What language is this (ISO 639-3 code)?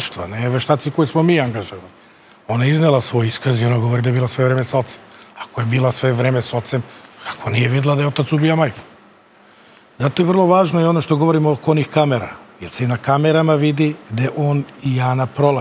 srp